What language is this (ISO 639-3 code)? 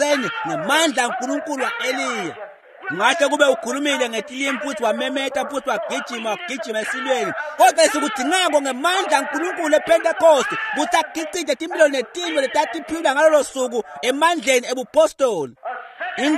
ssw